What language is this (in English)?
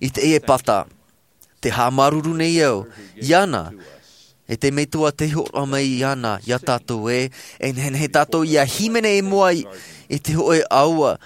Tahitian